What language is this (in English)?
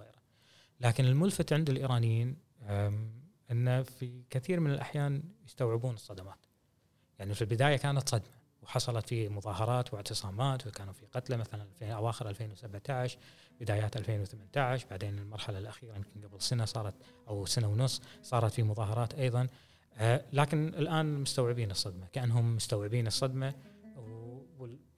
Gulf Arabic